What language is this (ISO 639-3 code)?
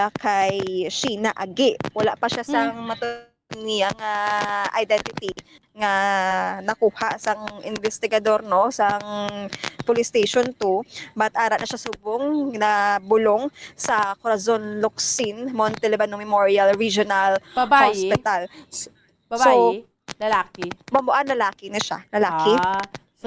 hil